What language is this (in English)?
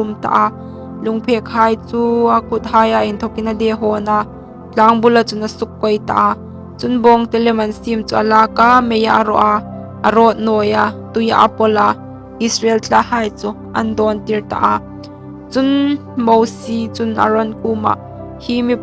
Hmar